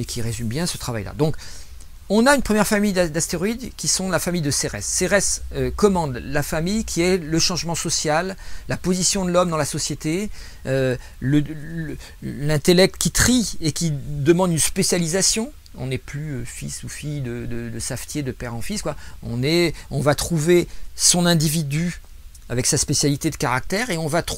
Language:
French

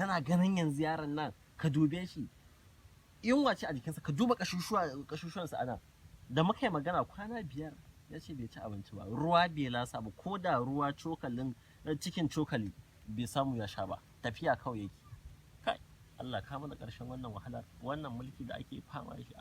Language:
Hausa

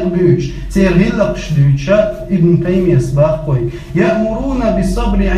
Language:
Chechen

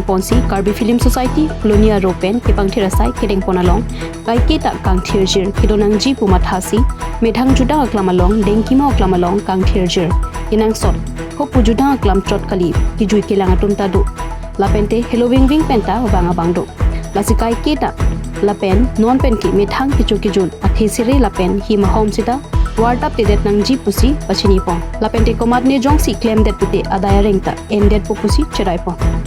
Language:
Karbi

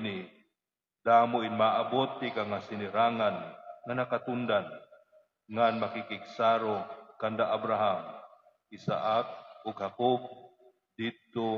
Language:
Waray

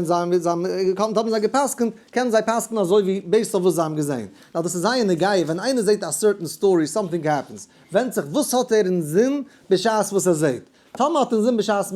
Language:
Yiddish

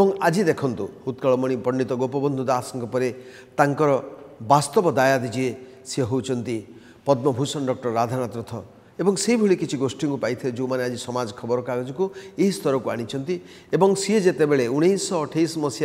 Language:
Odia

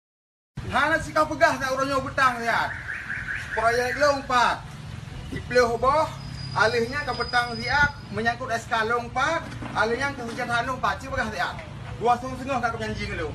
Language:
Achinese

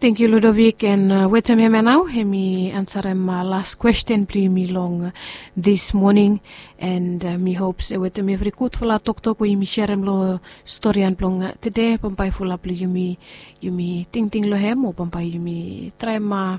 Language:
Bislama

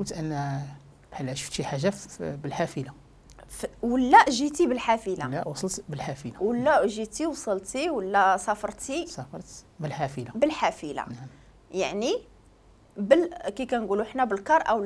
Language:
Moroccan Arabic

